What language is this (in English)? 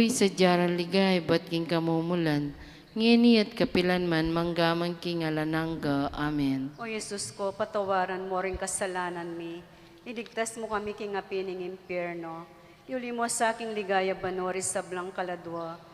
Pampanga